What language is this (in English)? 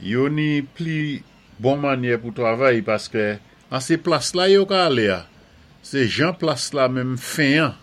Saint Lucian Creole French